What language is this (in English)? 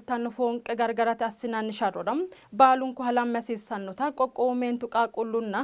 Sidamo